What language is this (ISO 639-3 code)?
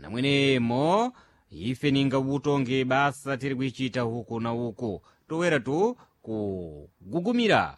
seh